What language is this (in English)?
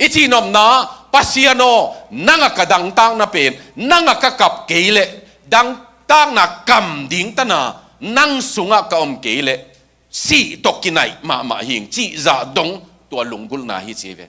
Tedim Chin